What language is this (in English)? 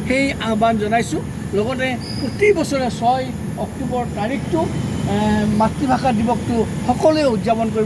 Assamese